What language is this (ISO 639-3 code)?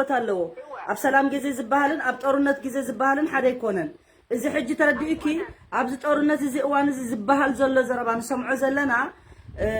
tir